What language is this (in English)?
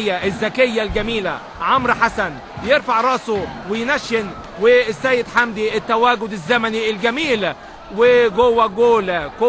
Egyptian Arabic